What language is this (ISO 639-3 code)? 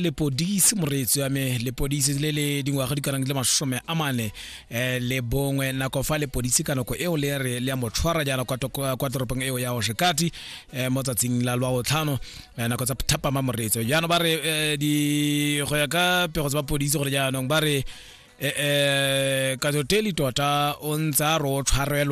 tsn